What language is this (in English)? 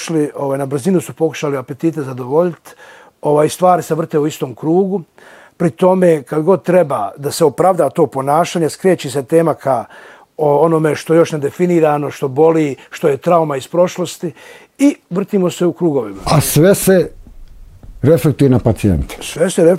Bosnian